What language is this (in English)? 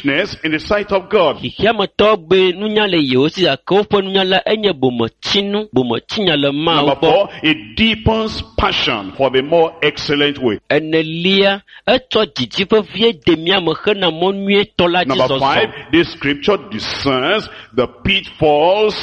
Ewe